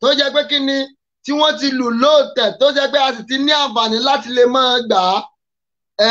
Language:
Yoruba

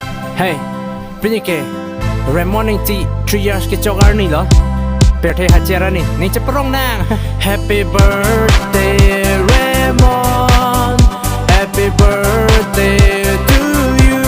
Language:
Karbi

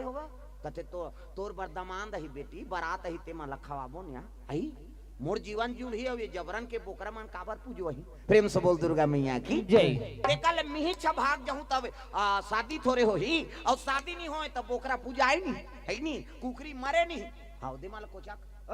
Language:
Chhattisgarhi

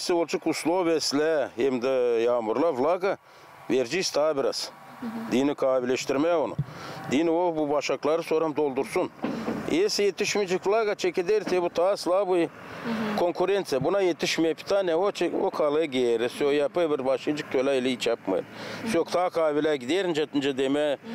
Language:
Gagauz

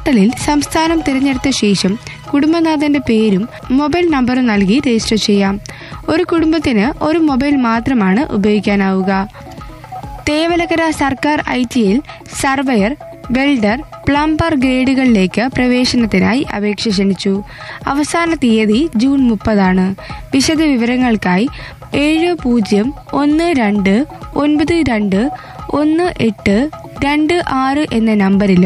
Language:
Malayalam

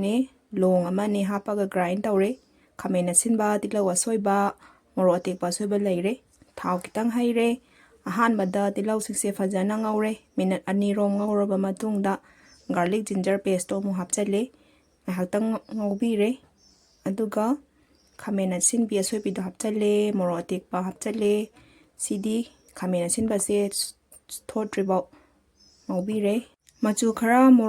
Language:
Manipuri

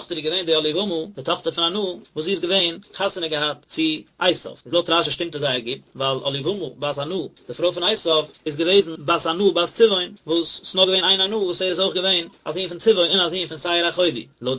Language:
Yiddish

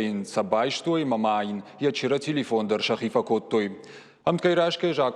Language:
Ossetic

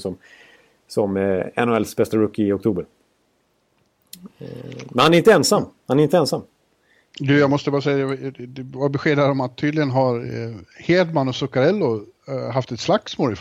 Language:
Swedish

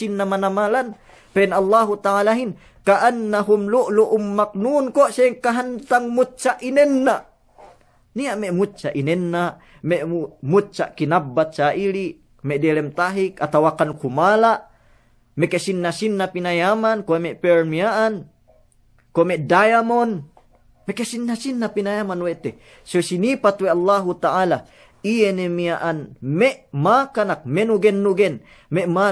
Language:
Yakan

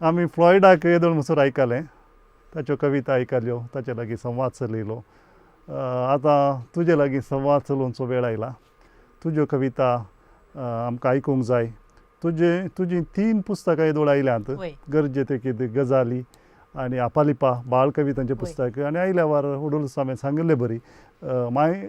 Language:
Konkani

